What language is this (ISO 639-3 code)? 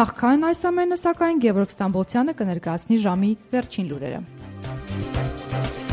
hye